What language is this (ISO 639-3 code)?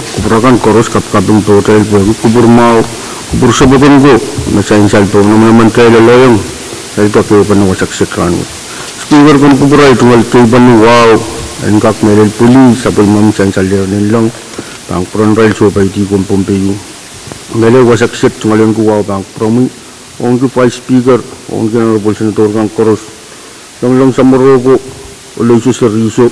pon